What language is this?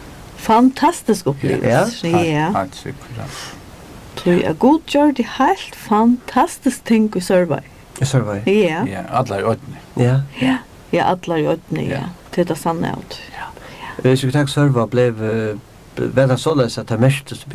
Faroese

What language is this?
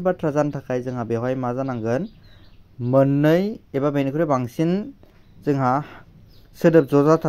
Bodo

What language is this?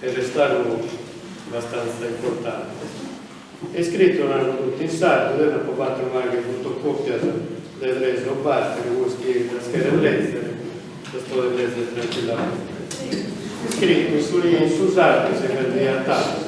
Sardinian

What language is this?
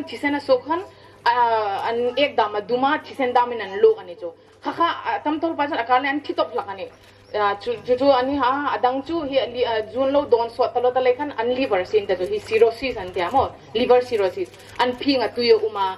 Hmar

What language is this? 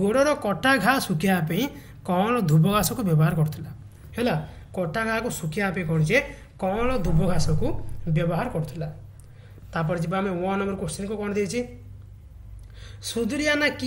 Odia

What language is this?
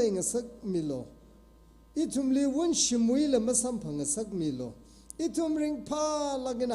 Tangkhul Naga (India)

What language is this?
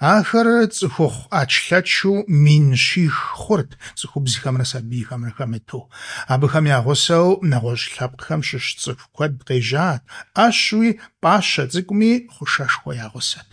Kabardian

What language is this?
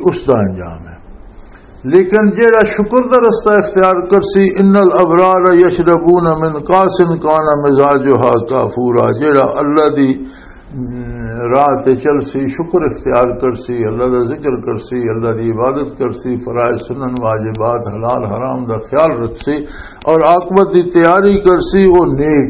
Western Panjabi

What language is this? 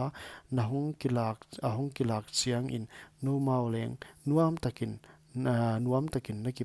Paite Chin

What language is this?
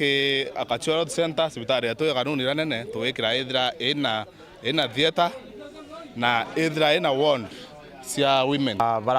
Meru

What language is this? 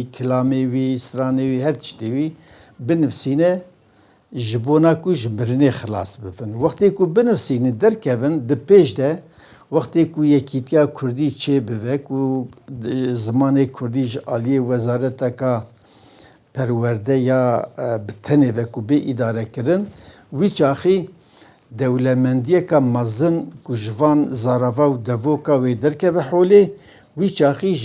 Kurdish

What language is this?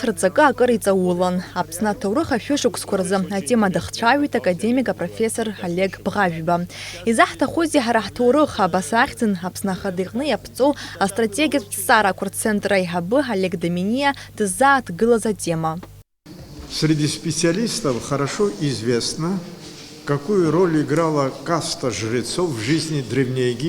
Abkhazian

